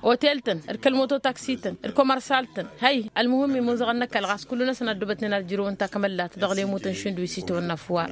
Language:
Tamasheq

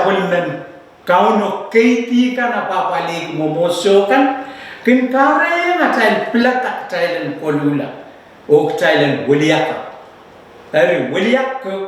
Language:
Pohnpeian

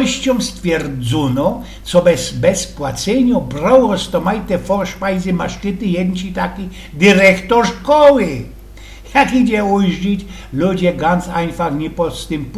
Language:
Silesian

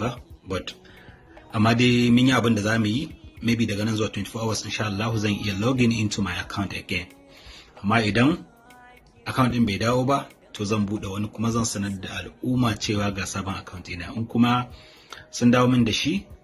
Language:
Hausa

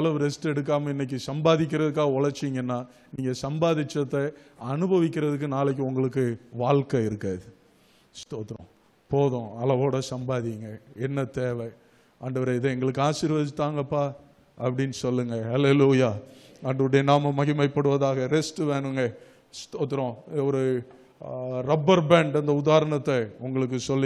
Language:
Tamil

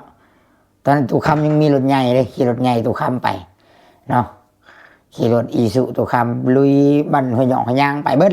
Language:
Lao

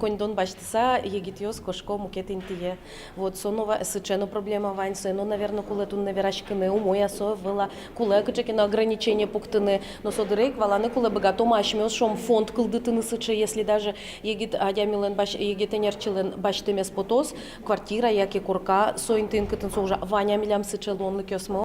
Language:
Udmurt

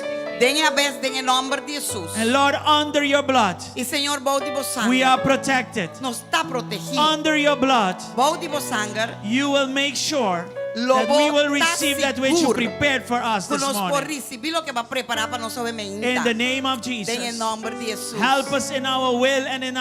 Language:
Papiamento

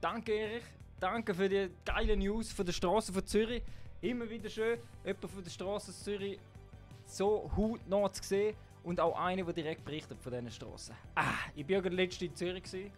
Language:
Swiss German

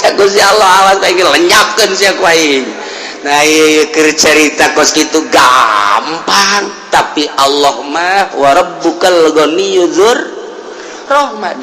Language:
Sundanese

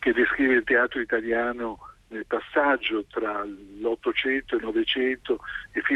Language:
Italian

